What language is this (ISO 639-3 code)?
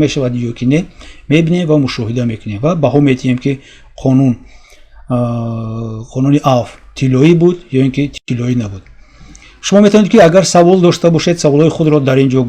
tgk